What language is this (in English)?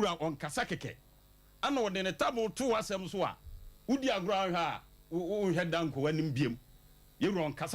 Akan